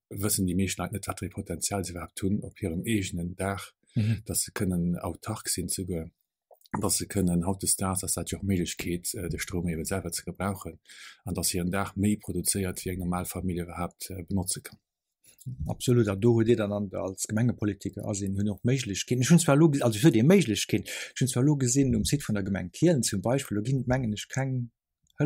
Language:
Luxembourgish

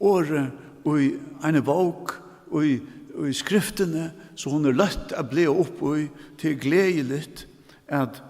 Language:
Faroese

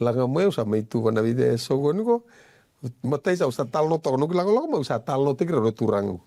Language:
Fijian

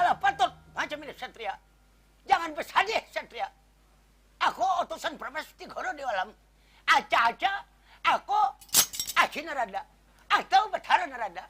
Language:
Banjar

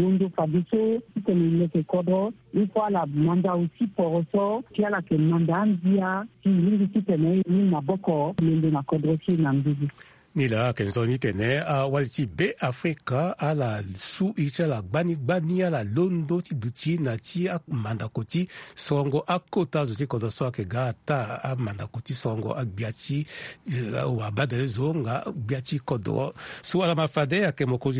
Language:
Sango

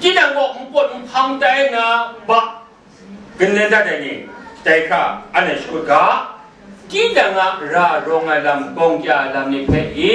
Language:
Kachin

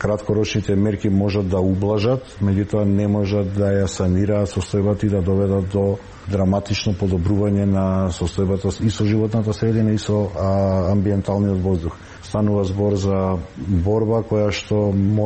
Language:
Macedonian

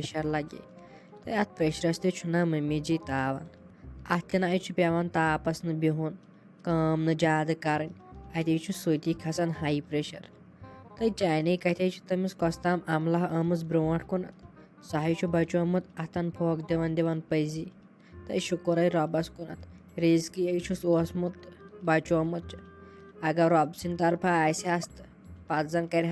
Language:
Kashmiri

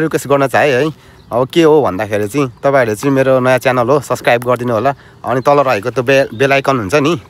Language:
Nepali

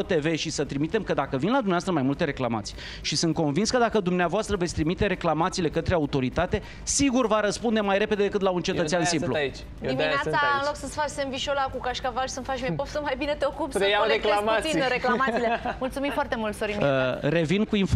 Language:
Romanian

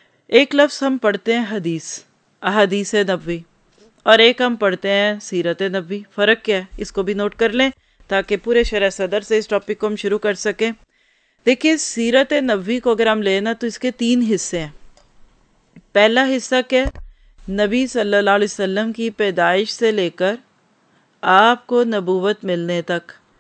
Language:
Urdu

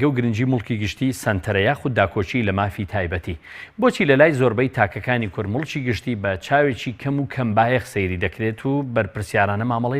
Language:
Central Kurdish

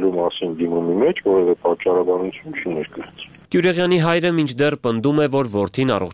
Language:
Armenian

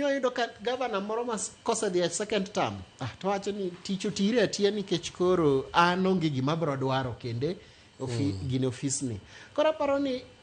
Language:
Luo (Kenya and Tanzania)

